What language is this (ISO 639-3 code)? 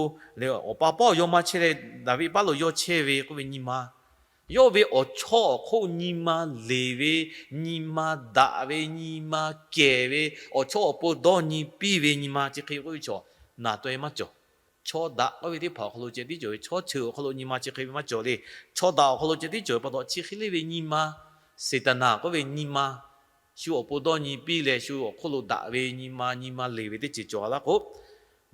lhu